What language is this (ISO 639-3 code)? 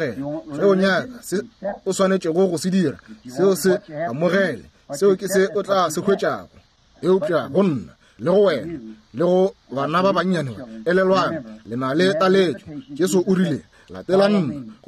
nso